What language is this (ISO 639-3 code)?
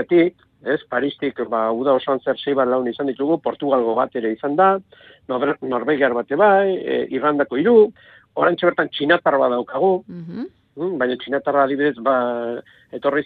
eus